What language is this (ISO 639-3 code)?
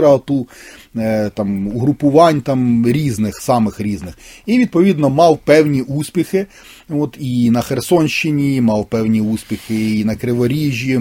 ukr